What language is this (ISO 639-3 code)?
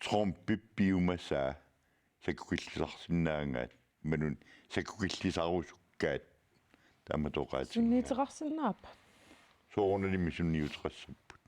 kal